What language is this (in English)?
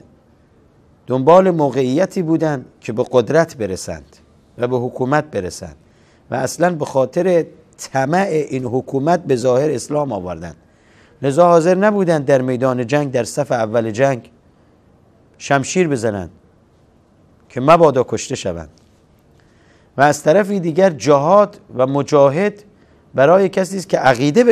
Persian